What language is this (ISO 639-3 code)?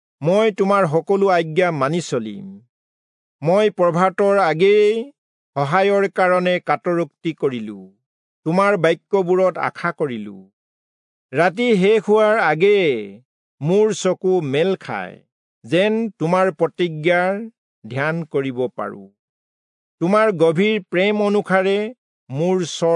asm